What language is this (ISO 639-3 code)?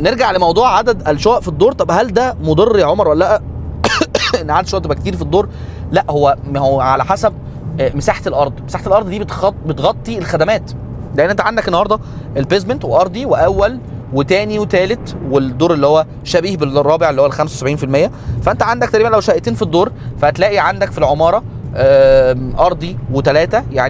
arz